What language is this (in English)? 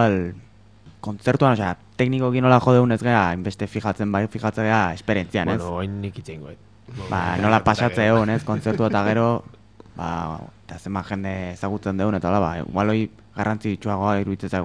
Basque